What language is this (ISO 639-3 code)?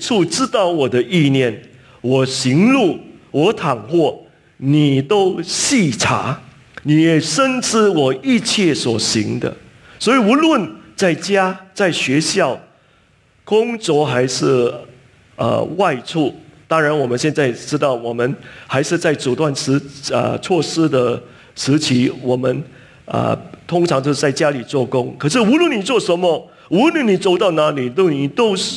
zho